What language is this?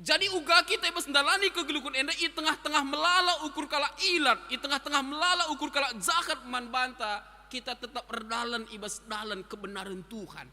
Batak Karo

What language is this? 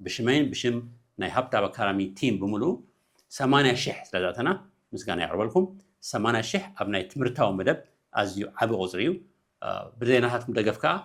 Tigrinya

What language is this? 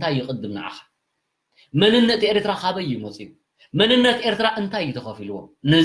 Tigrinya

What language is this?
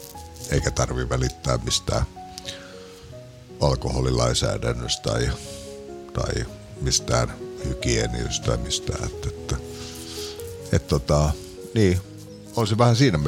Finnish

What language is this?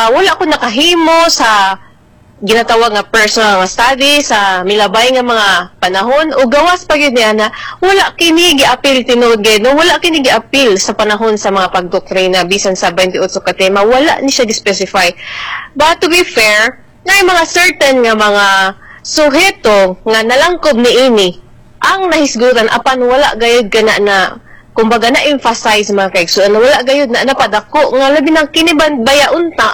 Cebuano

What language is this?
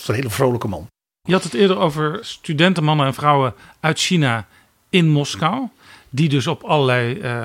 Dutch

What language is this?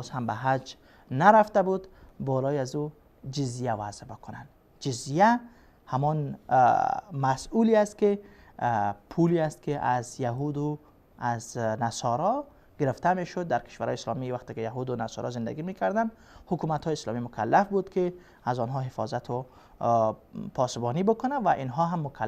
Persian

